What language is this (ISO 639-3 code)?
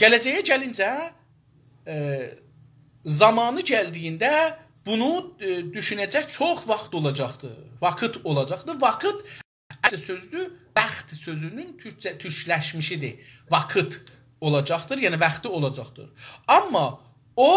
azb